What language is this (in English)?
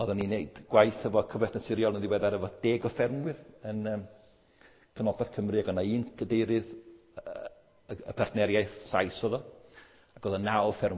Welsh